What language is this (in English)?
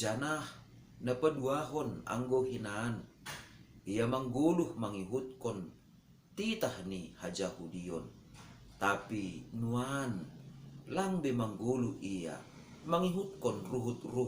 Batak Simalungun